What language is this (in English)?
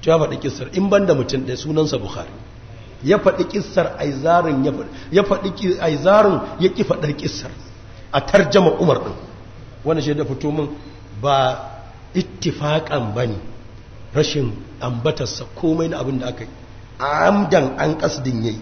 Hausa